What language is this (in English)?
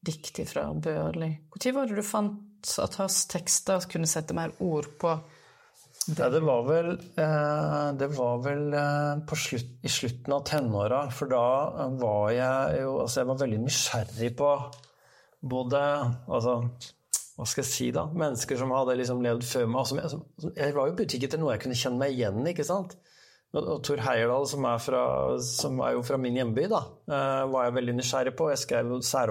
Norwegian